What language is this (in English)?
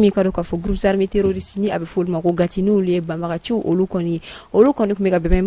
Bambara